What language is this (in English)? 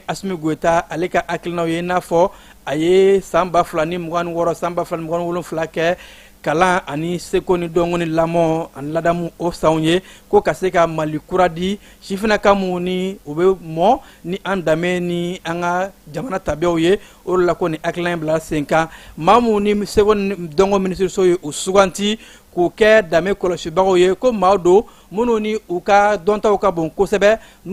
Bambara